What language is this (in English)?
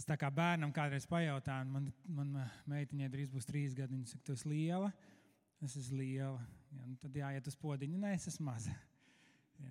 Latvian